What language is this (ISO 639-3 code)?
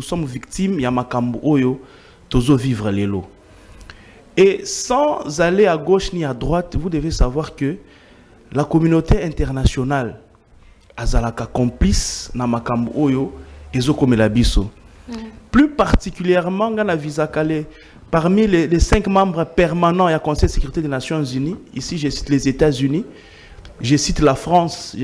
fra